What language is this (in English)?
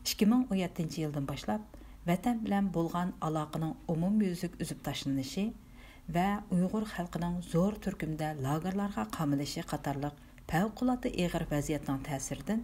Uyghur